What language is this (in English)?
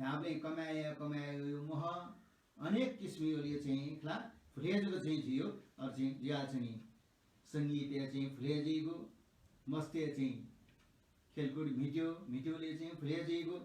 Newari